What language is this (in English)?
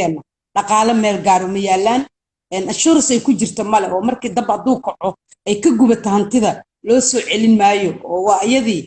Somali